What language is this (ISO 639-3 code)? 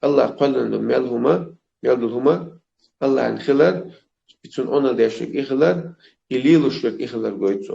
che